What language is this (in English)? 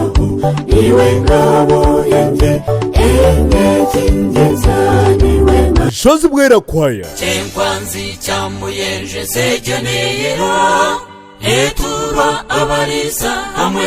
Nyankole